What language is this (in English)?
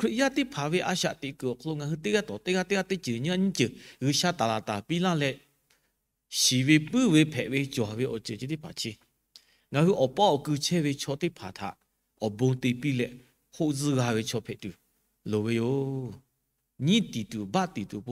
Lahu